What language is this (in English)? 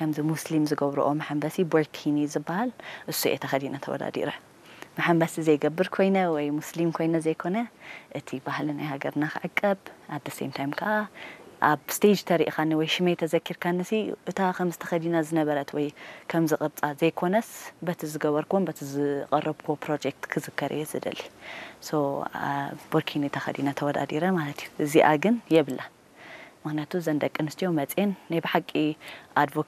Tigrinya